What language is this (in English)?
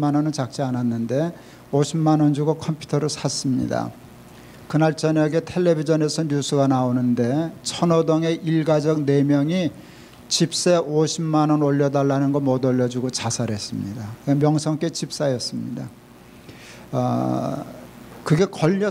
Korean